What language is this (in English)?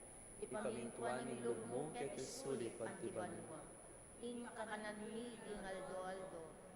Pampanga